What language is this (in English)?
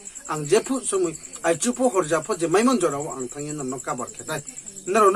Riang (India)